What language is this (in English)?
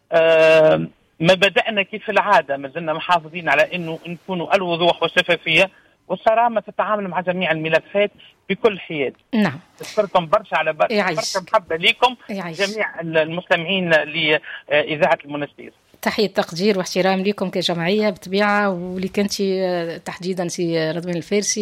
Tunisian Arabic